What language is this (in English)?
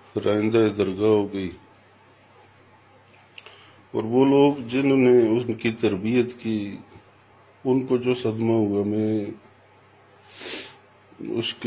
Urdu